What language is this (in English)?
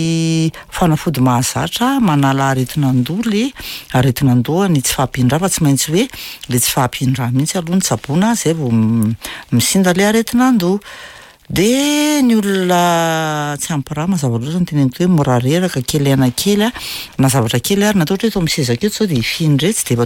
Malagasy